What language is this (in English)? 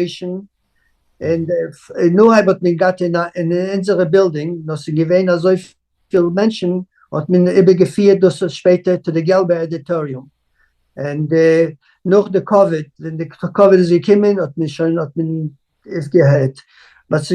Yiddish